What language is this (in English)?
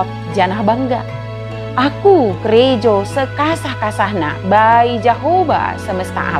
Batak Dairi